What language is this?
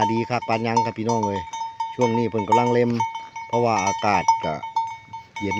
Northeastern Thai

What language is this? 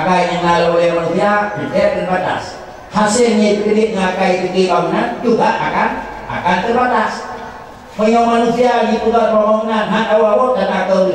Achinese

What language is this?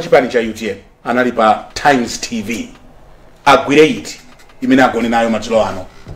Nyanja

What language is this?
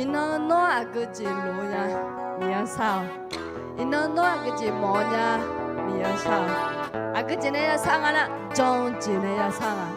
Akha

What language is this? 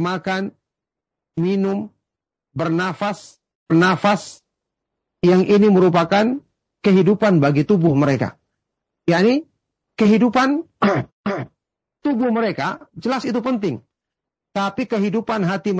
Indonesian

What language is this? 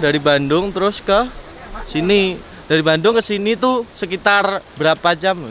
Indonesian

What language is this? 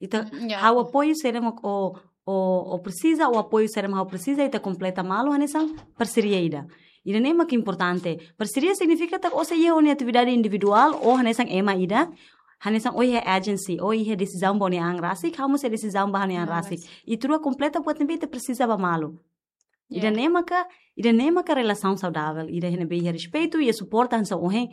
Tetum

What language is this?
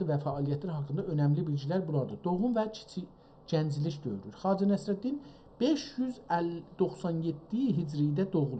South Azerbaijani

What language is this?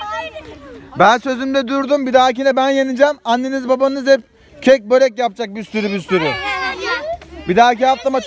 Turkish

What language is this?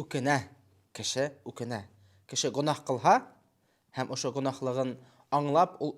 Bashkir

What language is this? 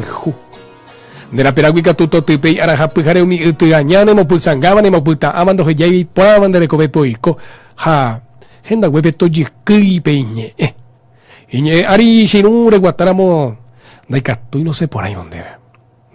Guarani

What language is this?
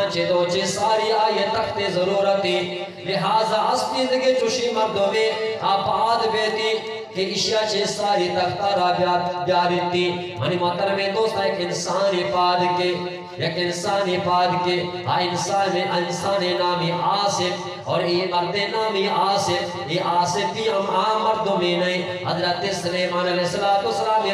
Eastern Balochi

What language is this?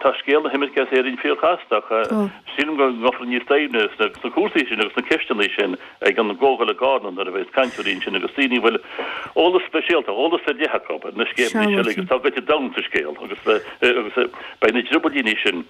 Irish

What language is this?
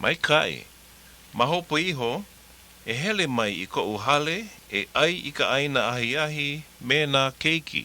Hawaiian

